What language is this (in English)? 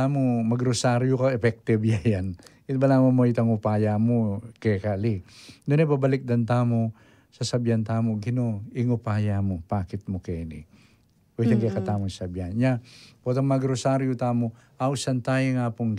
Pampanga